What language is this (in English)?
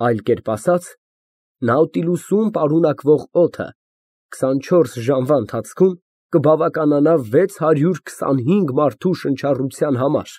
Armenian